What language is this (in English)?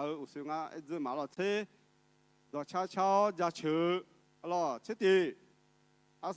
Akha